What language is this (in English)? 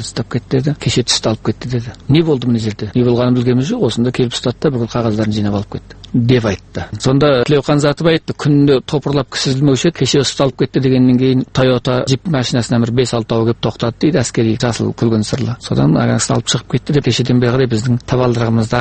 Kazakh